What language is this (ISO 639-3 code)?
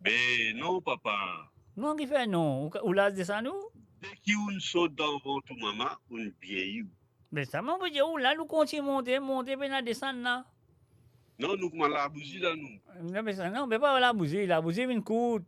mfe